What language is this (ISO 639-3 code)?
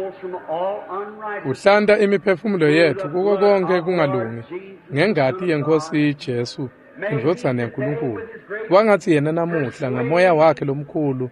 ssw